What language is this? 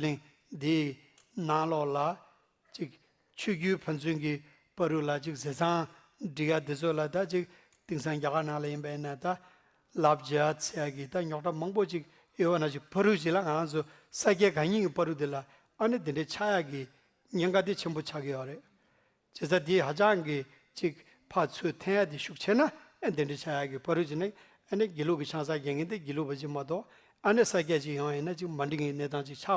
Tibetan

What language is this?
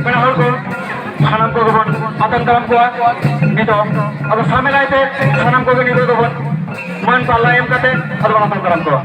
Santali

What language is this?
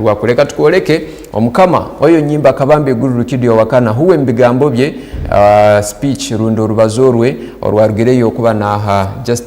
Tooro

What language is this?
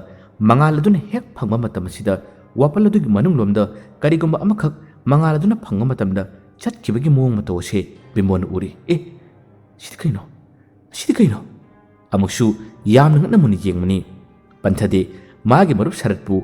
Manipuri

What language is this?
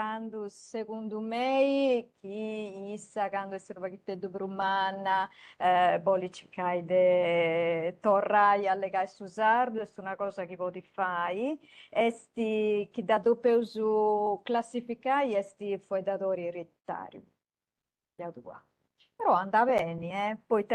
Sardinian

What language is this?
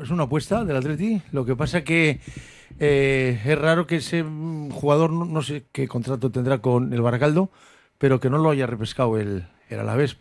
Spanish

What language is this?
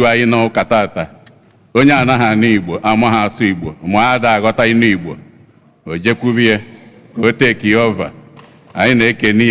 Igbo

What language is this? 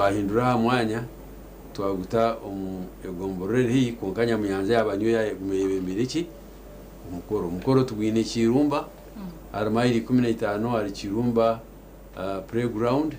Nyankole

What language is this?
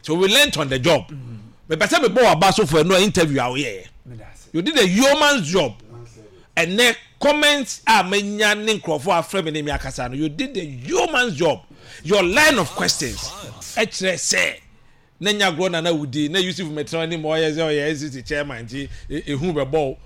Akan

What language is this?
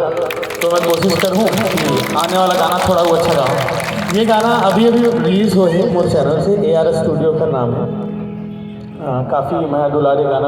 Chhattisgarhi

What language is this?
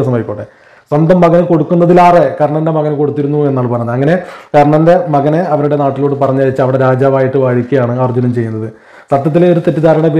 Malayalam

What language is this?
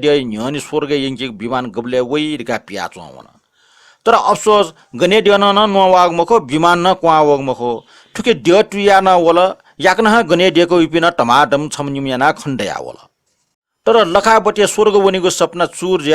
Newari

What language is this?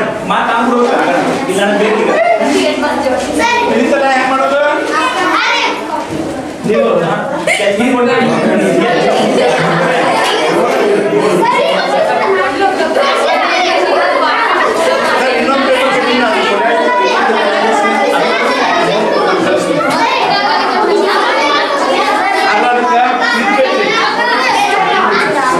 Kannada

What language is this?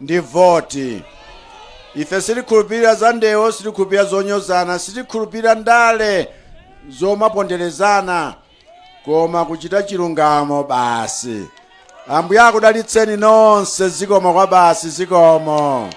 Nyanja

